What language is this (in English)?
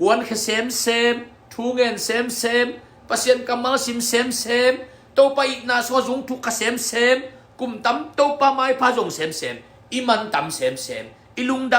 Tedim Chin